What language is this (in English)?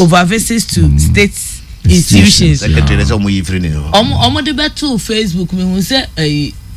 Akan